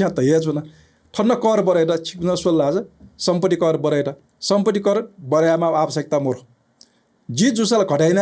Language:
Newari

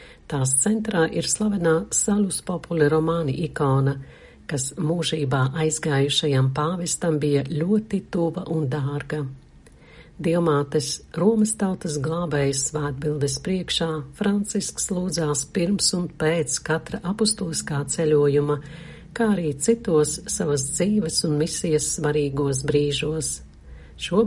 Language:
Latvian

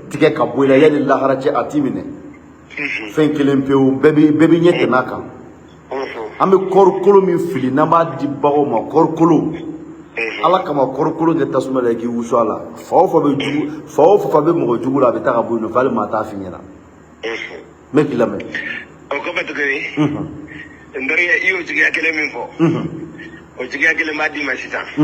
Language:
Bambara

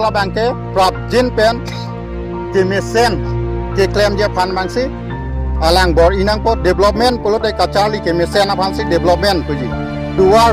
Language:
Karbi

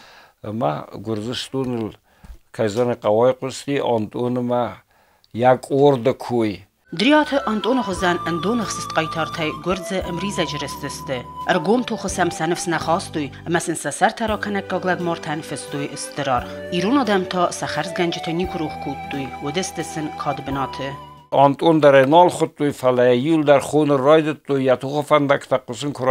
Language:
Ossetic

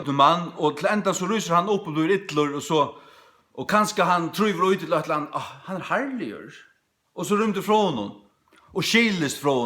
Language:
Faroese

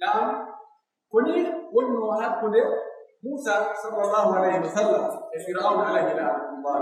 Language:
Pular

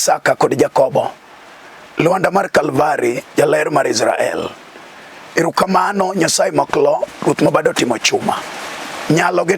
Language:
Luo (Kenya and Tanzania)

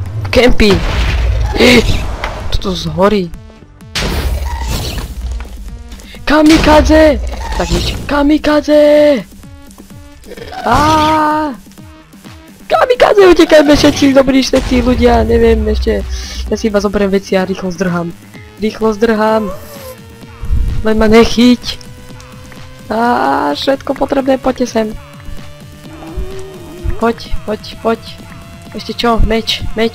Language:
Slovak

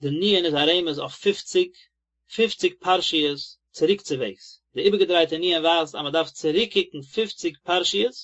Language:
Yiddish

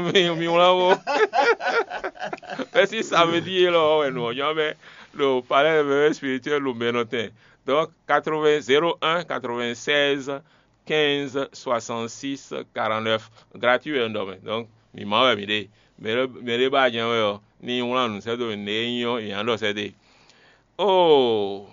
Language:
Fon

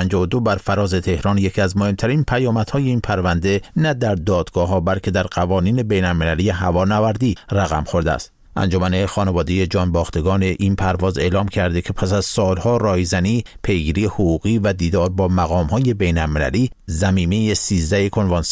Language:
Persian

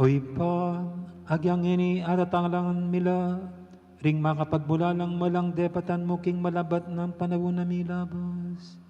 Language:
Pampanga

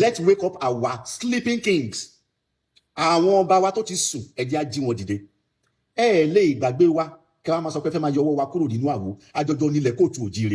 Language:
Yoruba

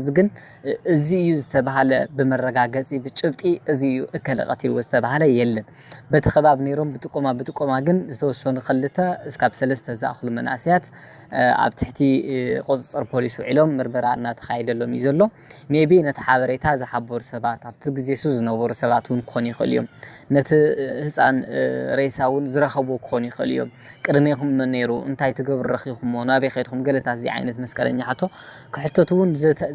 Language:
Tigrinya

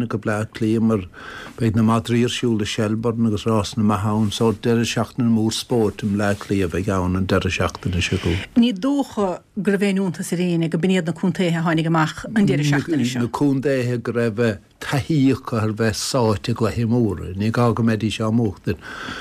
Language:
Irish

